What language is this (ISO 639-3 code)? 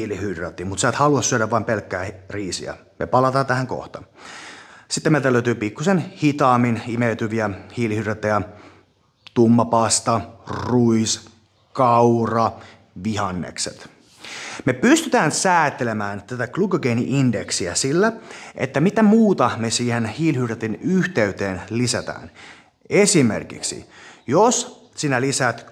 fin